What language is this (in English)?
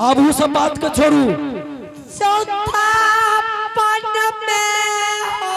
Angika